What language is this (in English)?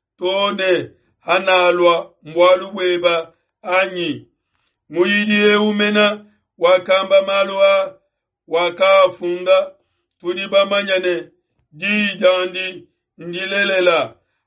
Luba-Lulua